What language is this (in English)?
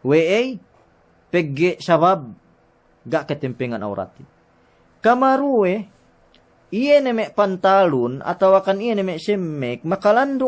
Yakan